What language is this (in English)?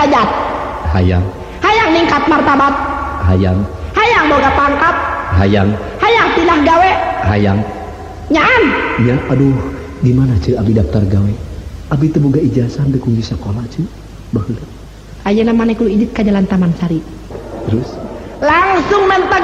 Sundanese